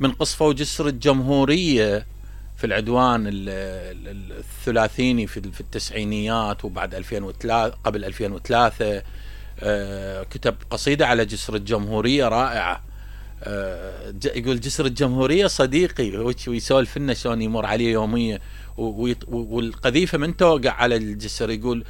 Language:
Mesopotamian Arabic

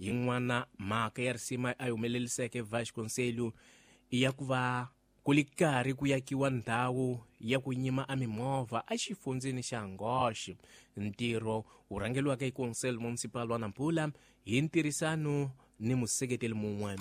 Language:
Tsonga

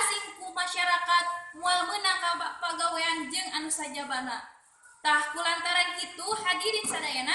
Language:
Sundanese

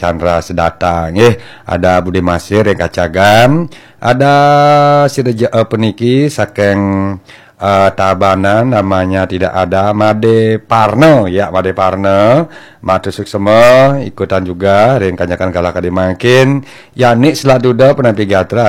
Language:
Balinese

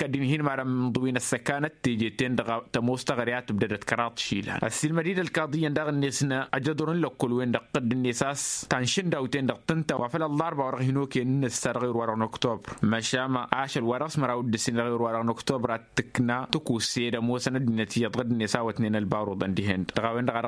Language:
Tamasheq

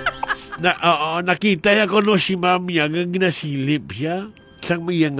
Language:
Hiligaynon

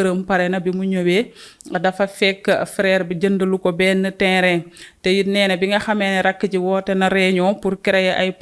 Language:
Wolof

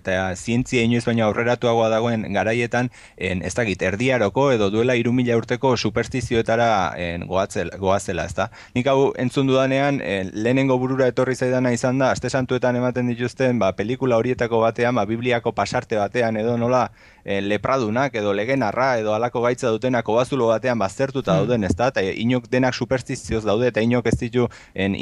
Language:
Basque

